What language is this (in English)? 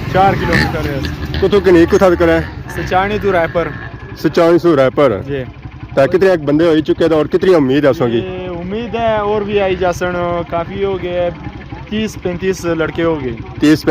Pahari-Potwari